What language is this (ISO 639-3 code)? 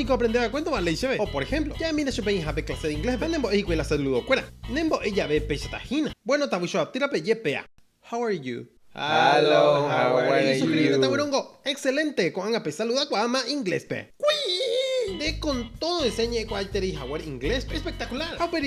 grn